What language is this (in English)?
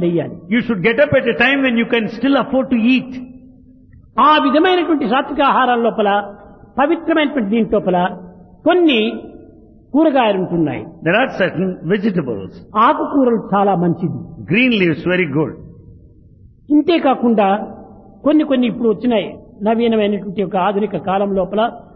Telugu